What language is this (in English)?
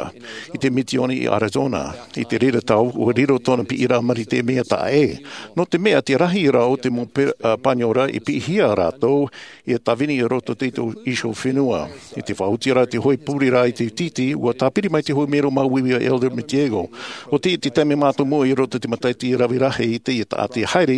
Tahitian